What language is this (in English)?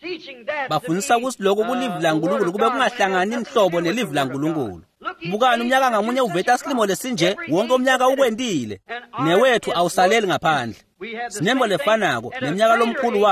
Swati